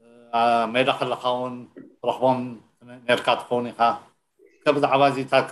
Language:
Tigrinya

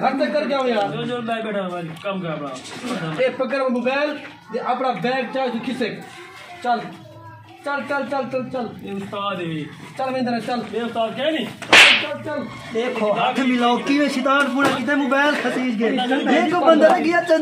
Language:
Saraiki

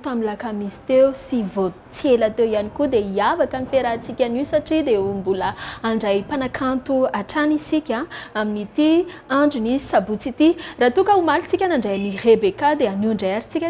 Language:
Malagasy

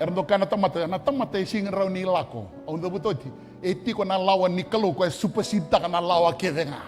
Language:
Fijian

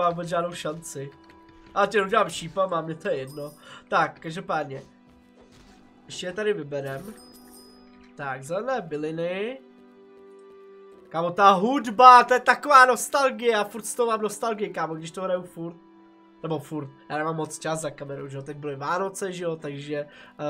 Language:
Czech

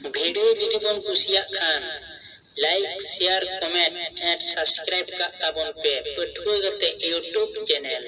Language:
Santali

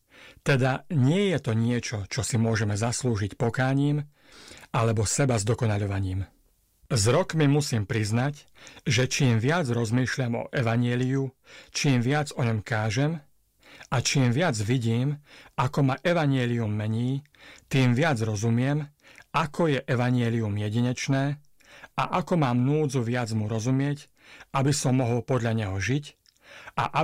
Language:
Slovak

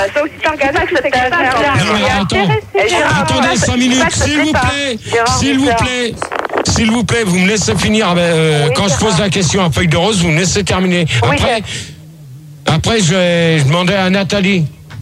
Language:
French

